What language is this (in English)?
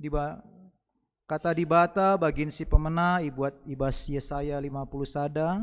Batak Karo